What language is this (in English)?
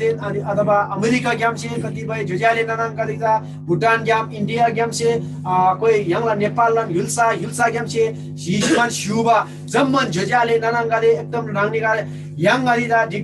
Eastern Tamang